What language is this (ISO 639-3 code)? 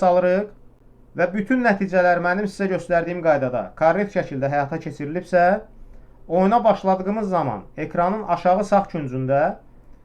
aze